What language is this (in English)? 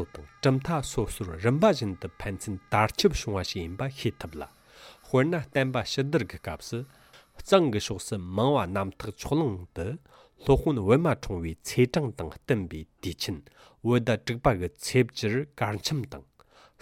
Tibetan